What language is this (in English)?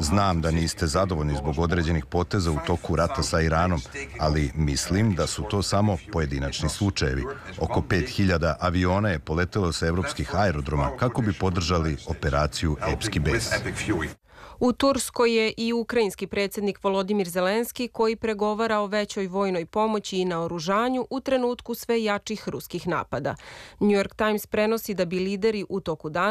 Serbian